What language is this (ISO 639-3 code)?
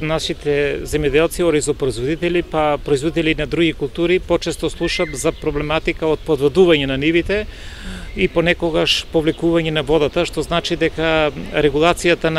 mkd